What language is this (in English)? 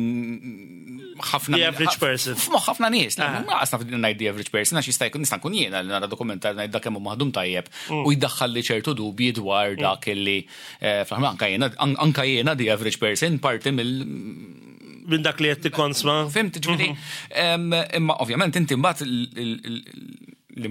Maltese